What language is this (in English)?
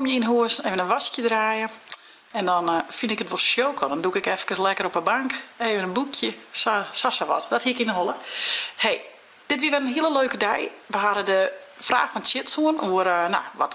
Western Frisian